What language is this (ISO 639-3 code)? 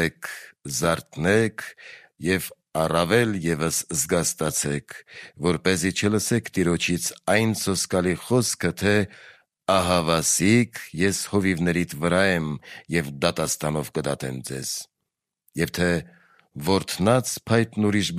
hye